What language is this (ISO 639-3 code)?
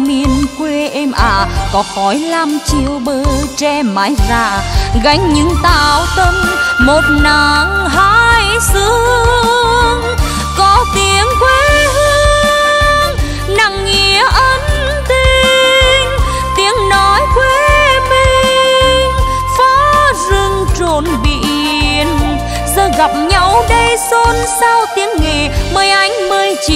vie